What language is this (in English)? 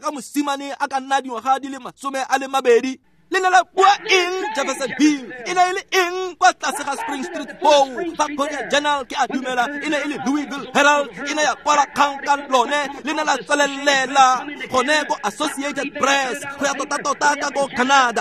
Tswana